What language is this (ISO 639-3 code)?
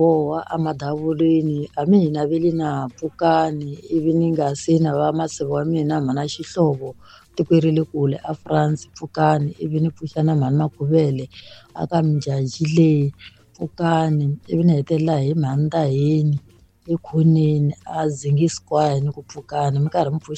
tso